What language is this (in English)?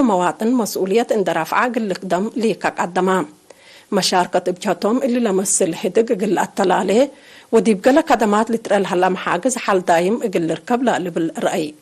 Tigre